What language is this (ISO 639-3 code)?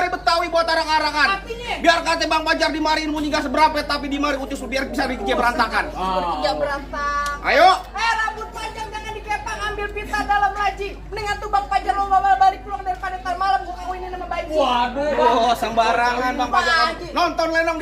bew